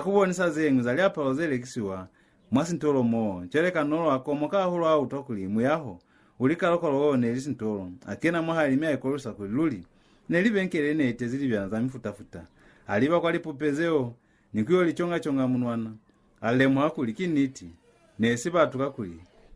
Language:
Lozi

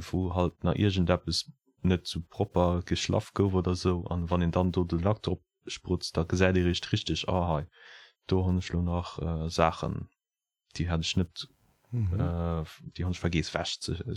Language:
Luxembourgish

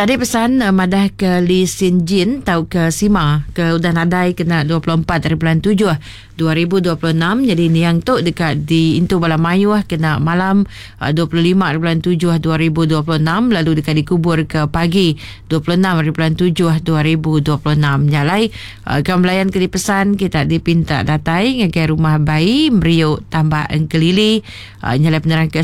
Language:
Iban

